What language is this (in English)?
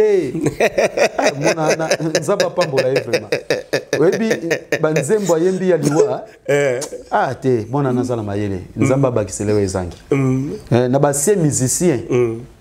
Lingala